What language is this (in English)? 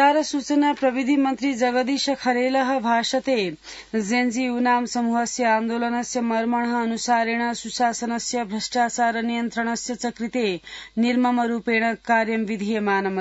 Sanskrit